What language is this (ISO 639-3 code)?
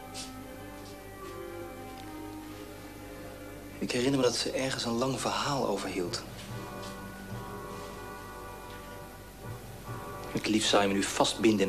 nld